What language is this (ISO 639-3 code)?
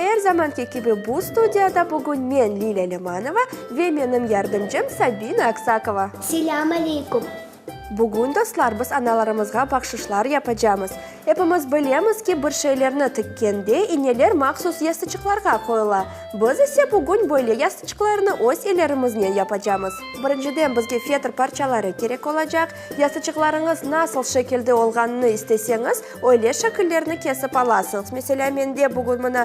crh